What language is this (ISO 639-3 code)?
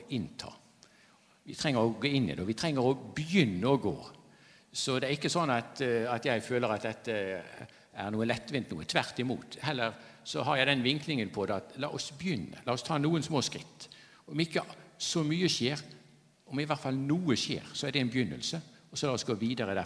nor